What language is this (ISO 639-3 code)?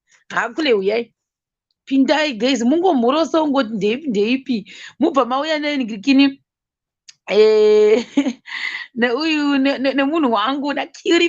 sna